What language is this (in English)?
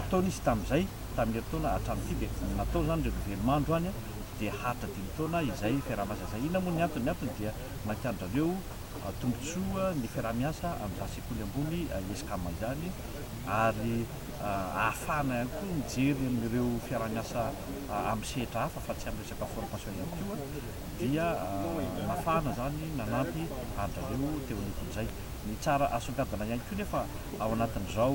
Malagasy